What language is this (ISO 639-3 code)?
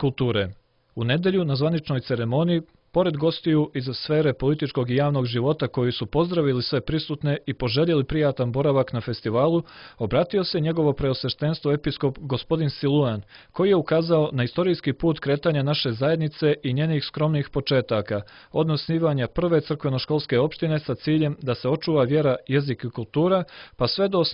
srp